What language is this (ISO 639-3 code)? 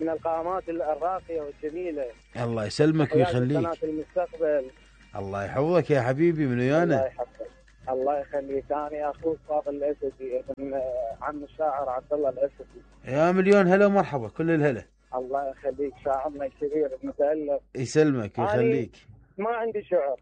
acm